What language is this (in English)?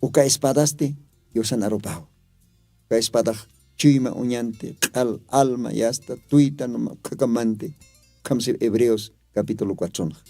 Aymara